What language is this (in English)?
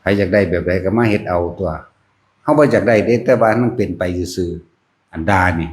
Northeastern Thai